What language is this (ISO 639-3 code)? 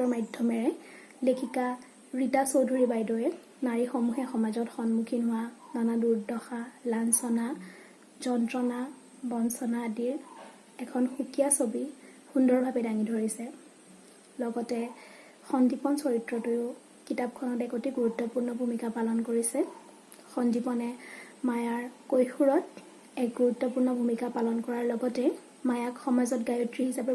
asm